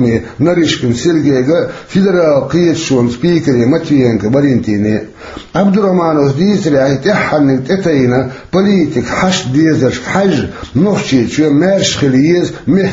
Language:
Chechen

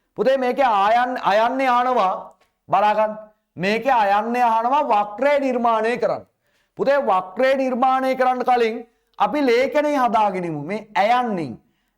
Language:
Sinhala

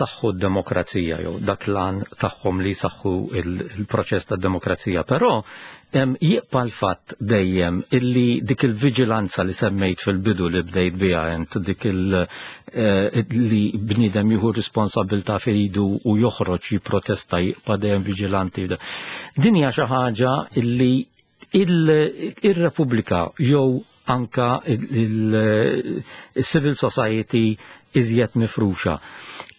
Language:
Maltese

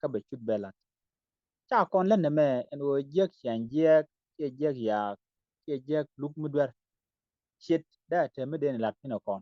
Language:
Nuer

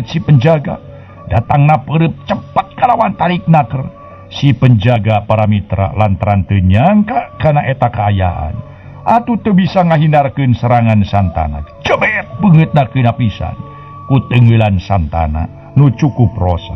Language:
Sundanese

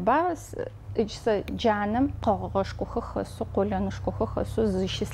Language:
Adyghe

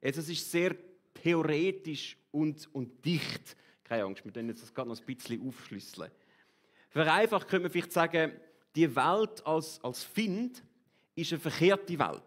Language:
Swiss German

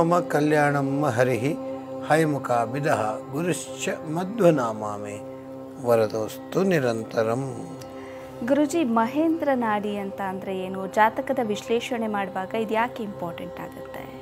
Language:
Kannada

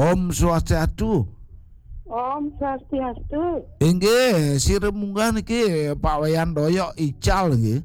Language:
Balinese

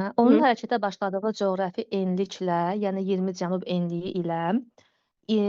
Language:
Azerbaijani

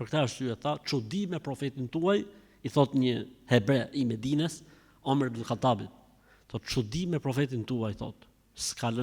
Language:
Albanian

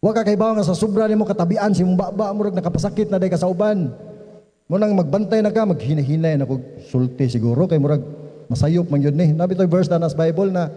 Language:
Cebuano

